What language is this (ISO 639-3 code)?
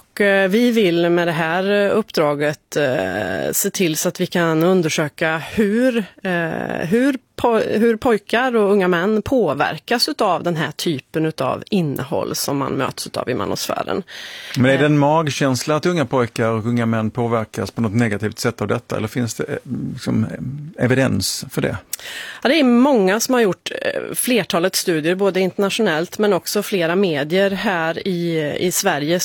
swe